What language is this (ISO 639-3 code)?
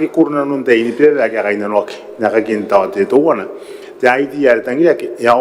gil